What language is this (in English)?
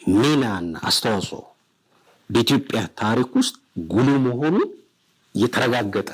Amharic